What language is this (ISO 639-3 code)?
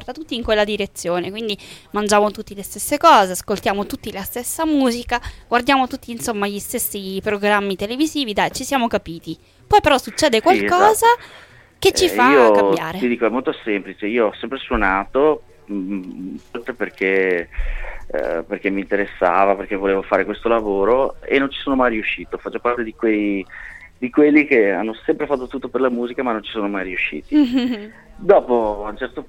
ita